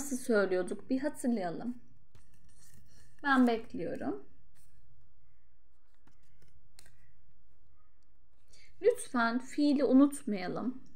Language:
Turkish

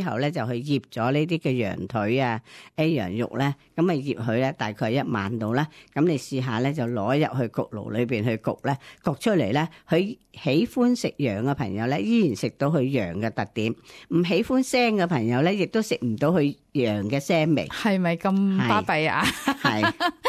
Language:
Cantonese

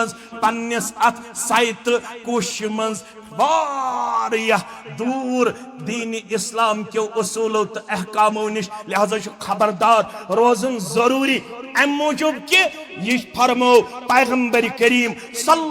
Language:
Kashmiri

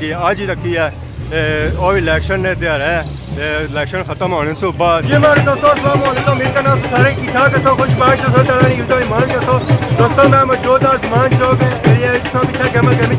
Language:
Pahari-Potwari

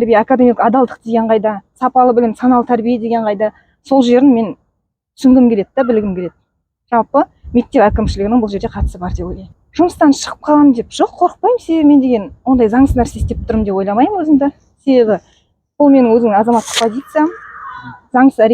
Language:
Kazakh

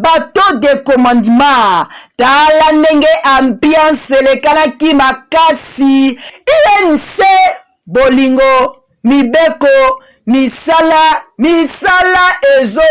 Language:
Lingala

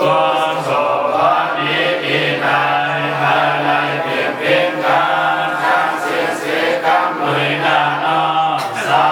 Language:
Shan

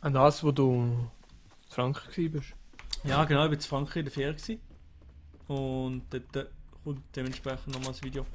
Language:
Swiss German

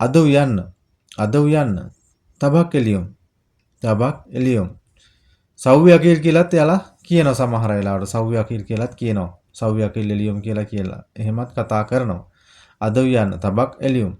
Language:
Sinhala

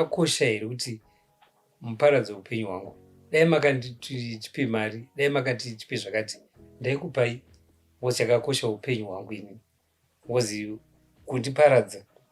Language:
Shona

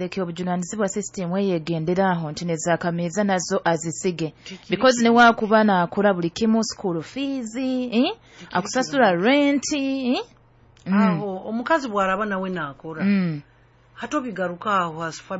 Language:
Nyoro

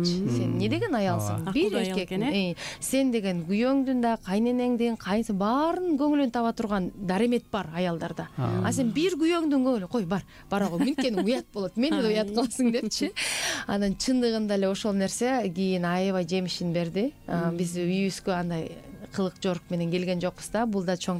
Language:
Kyrgyz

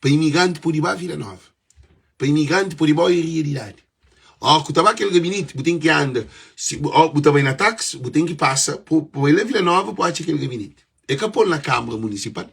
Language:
Kabuverdianu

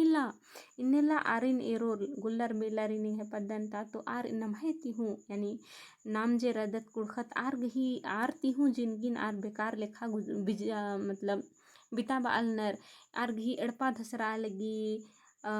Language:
Kurukh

